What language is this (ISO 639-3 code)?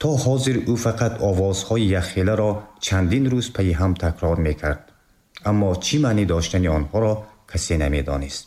tgk